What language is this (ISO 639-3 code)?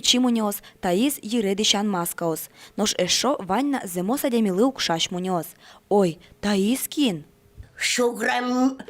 udm